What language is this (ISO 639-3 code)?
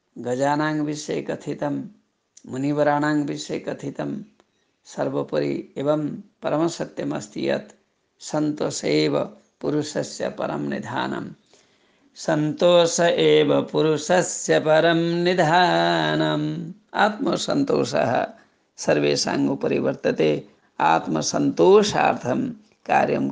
san